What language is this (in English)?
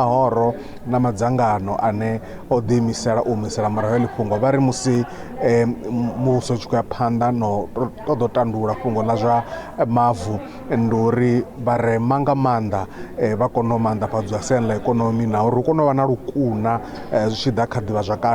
Venda